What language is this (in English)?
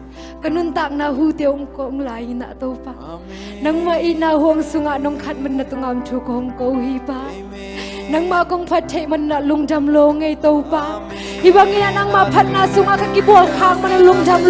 Tedim Chin